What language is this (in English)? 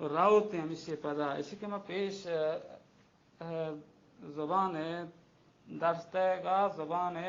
Baluchi